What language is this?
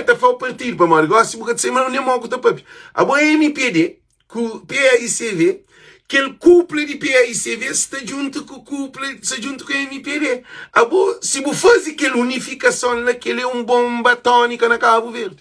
Kabuverdianu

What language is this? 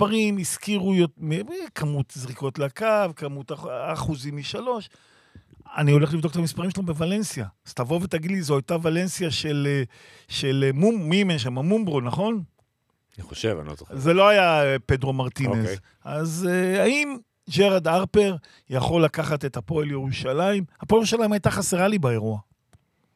Hebrew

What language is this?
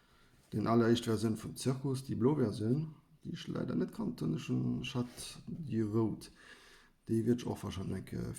Luxembourgish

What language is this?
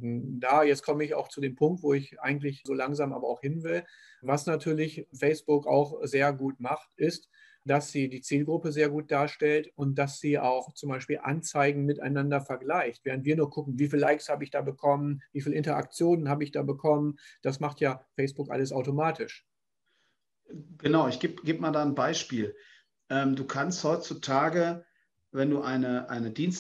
German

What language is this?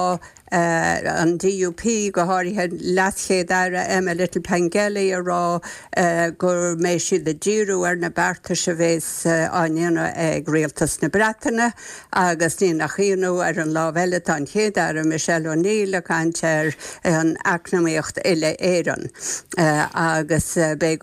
Irish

